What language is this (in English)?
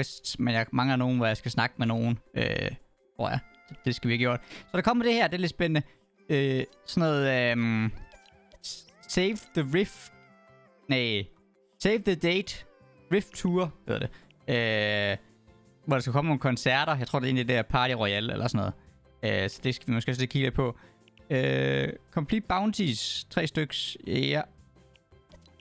Danish